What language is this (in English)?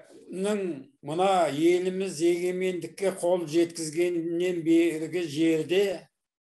Kazakh